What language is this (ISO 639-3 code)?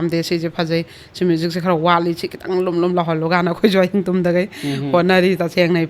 mni